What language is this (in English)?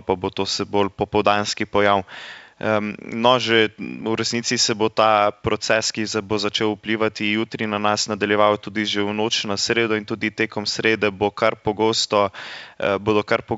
Slovenian